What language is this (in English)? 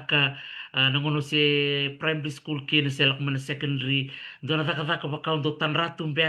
Fijian